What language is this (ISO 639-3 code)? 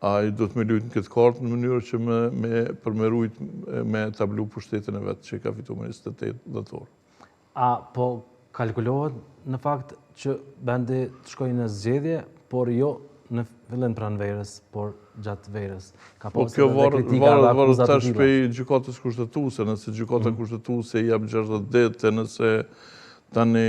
sqi